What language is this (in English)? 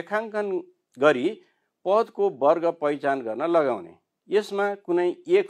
Nepali